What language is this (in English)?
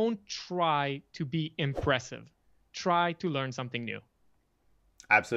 English